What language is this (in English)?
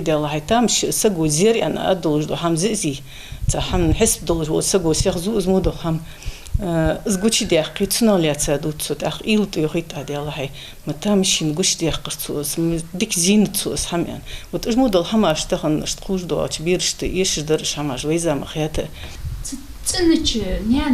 Ingush